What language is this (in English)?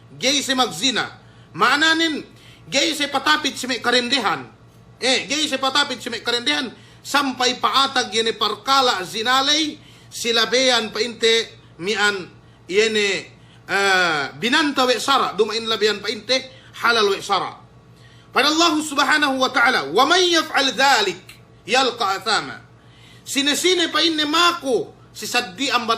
Yakan